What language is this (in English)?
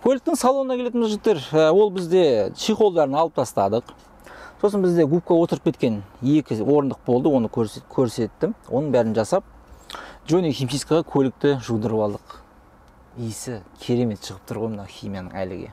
Kazakh